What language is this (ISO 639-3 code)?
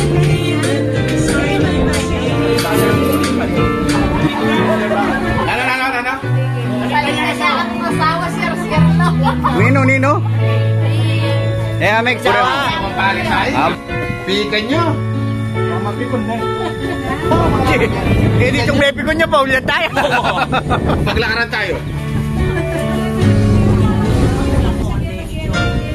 fil